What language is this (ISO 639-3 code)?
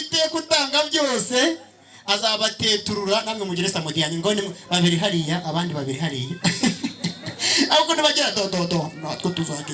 kin